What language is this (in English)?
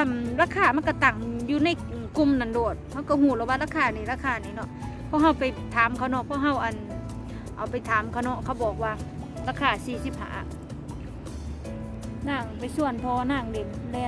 Lao